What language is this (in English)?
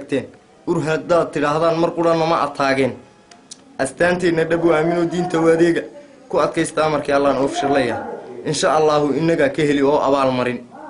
Somali